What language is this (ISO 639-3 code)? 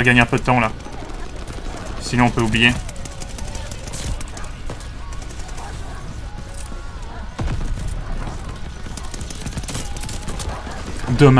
fra